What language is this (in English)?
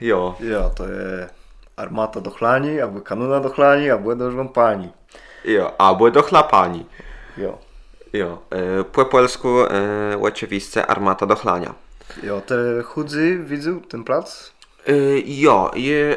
Kashubian